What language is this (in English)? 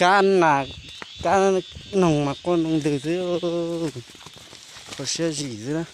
Hmong